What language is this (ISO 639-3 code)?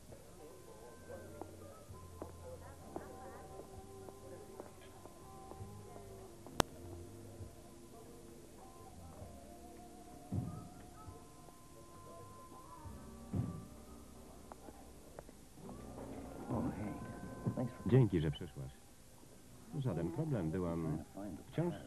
pol